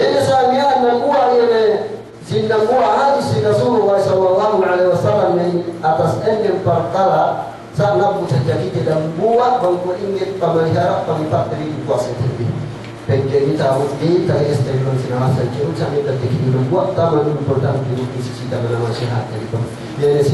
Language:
Yakan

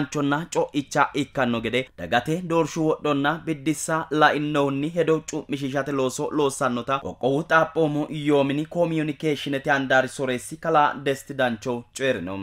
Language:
Sidamo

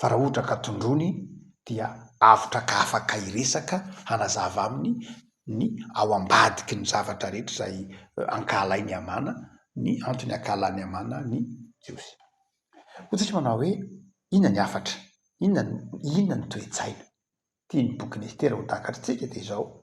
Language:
Malagasy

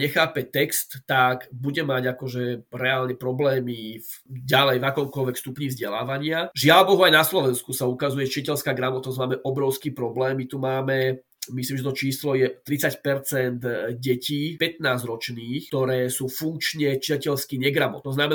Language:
Slovak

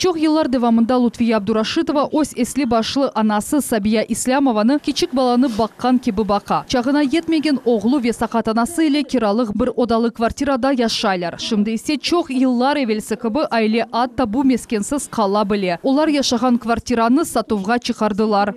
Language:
Crimean Tatar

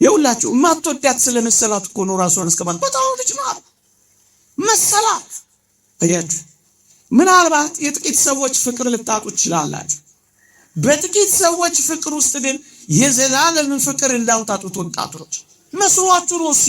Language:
Amharic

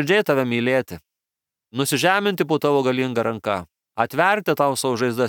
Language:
Lithuanian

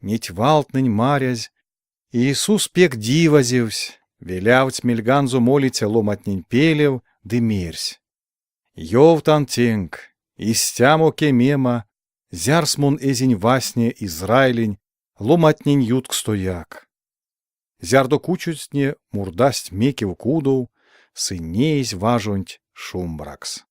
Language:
Erzya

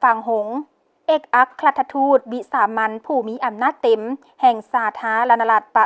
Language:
Lao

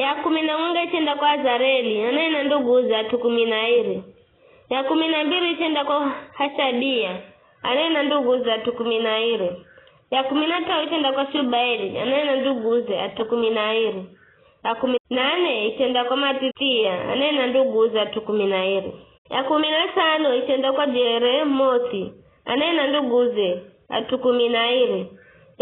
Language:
Giryama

